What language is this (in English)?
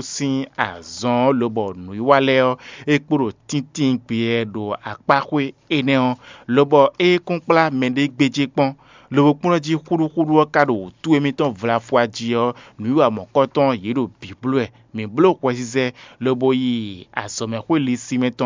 Fon